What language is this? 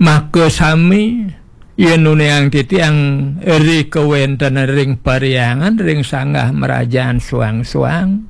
Balinese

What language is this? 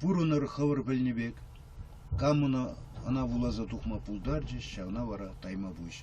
Chuvash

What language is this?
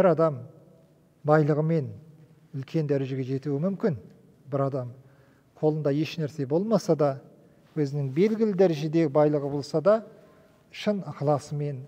Kazakh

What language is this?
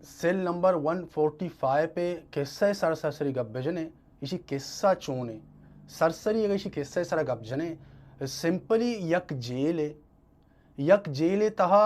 Baluchi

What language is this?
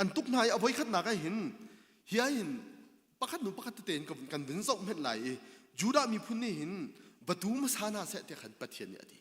Hakha Chin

